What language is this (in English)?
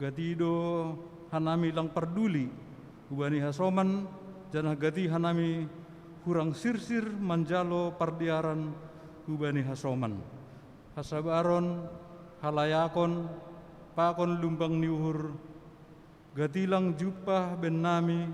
Batak Simalungun